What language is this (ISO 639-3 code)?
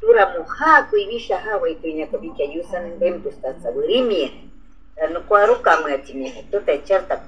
jiv